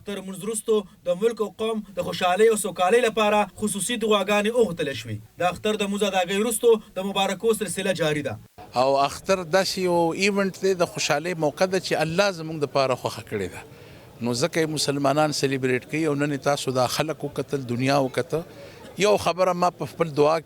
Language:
Pashto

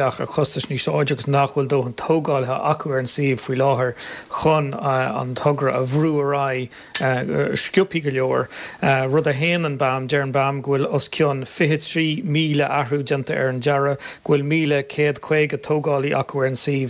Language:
Irish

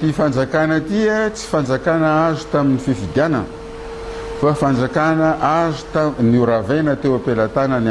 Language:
Malagasy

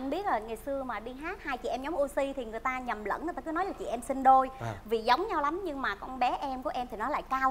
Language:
Vietnamese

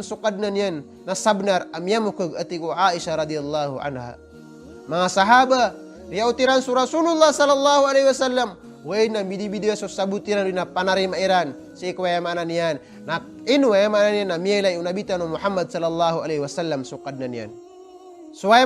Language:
Maranao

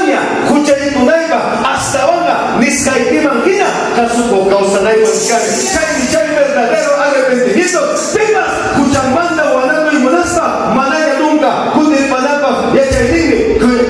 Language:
Ayacucho Quechua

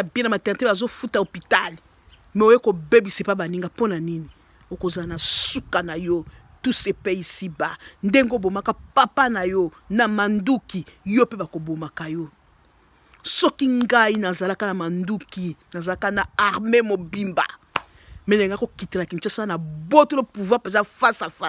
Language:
Lingala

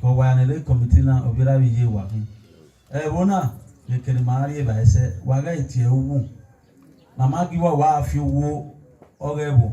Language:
Bini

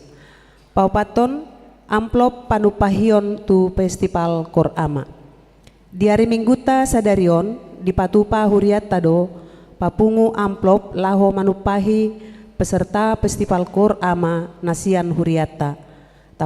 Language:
Batak Toba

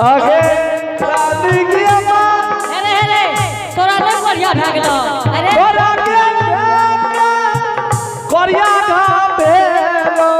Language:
Angika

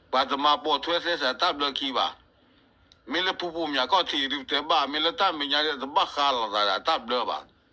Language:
S'gaw Karen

